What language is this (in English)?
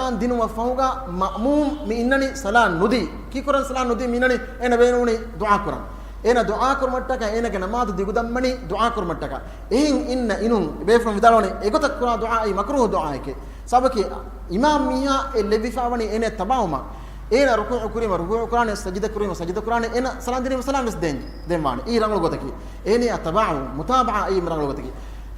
Divehi